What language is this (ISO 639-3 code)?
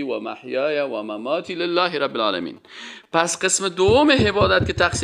fas